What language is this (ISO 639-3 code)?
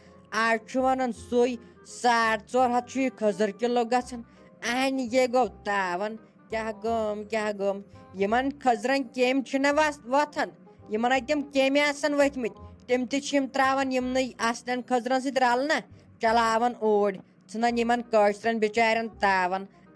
kas